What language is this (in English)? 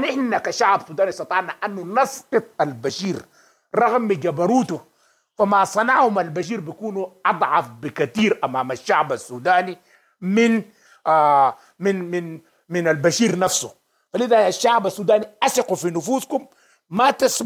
Sudanese Arabic